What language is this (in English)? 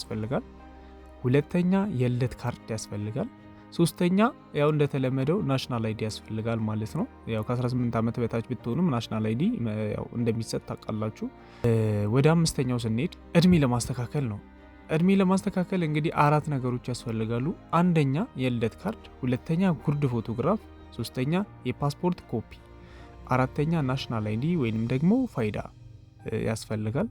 Amharic